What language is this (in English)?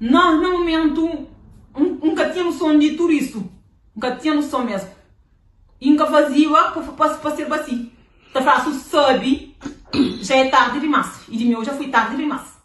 Kabuverdianu